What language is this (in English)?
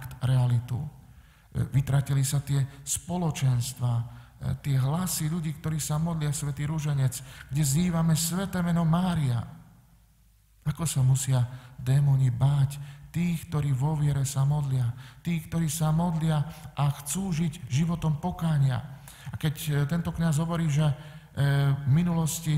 Slovak